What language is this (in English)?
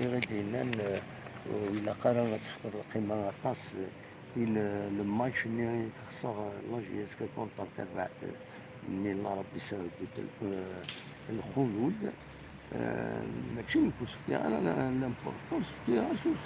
Kabyle